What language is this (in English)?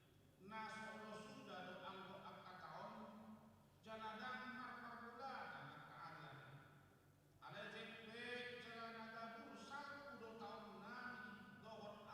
Batak Toba